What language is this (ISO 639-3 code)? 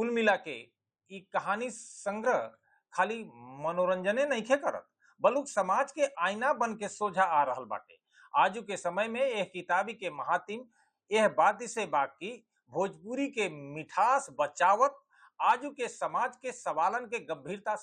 bho